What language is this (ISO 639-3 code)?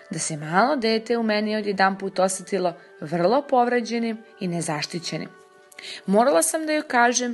srp